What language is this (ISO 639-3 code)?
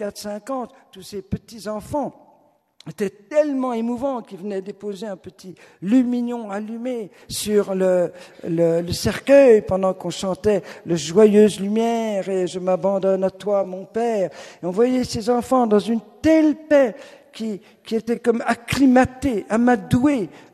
fra